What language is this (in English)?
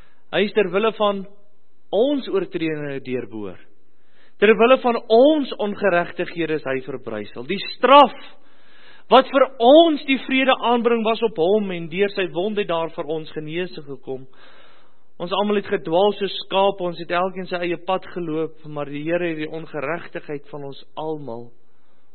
Afrikaans